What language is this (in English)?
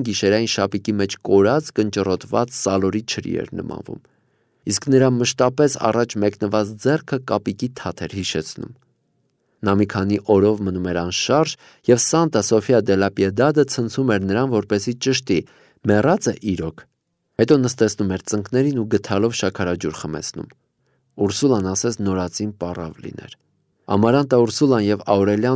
Armenian